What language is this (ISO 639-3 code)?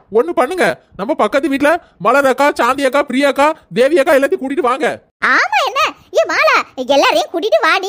tam